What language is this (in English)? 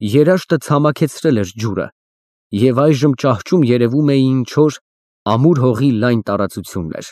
Armenian